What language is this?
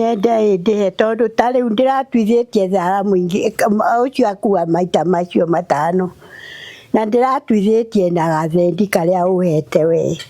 Kikuyu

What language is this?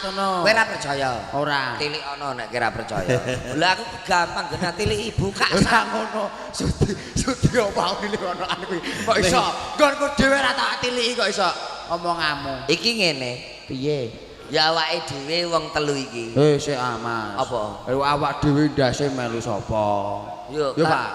Javanese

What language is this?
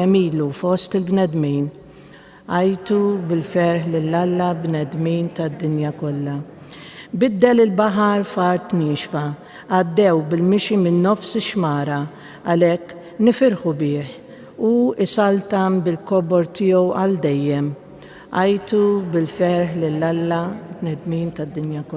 Maltese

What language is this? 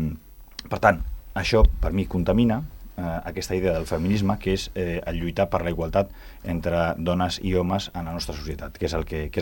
Catalan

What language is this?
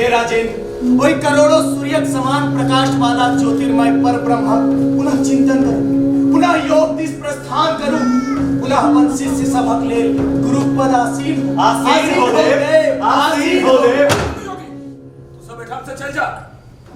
Maithili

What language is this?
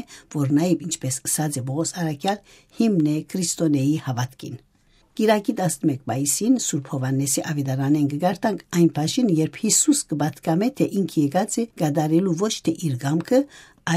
Western Armenian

